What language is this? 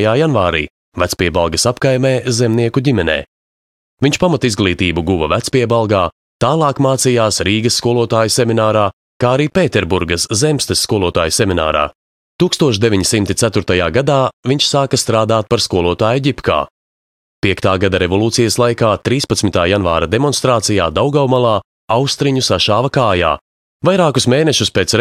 Latvian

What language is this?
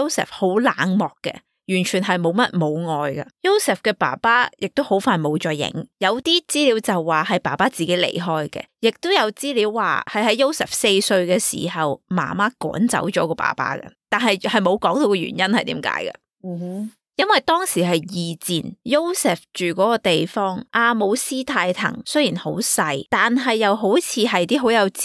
Cantonese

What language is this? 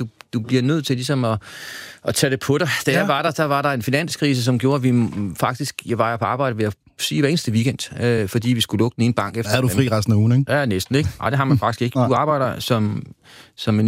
Danish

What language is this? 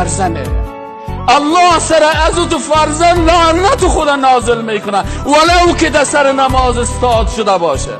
Persian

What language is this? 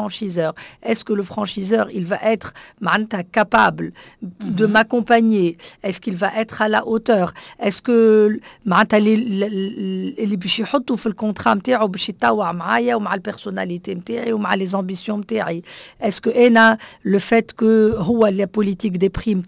Tunisian Arabic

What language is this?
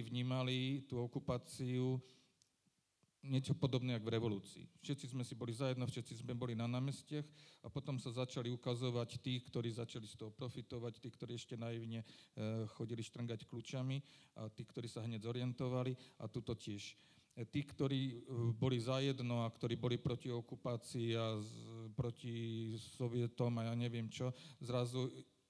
Slovak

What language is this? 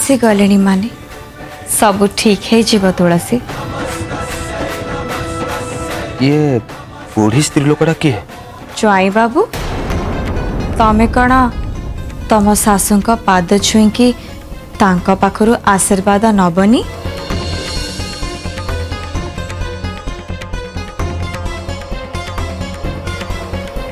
Odia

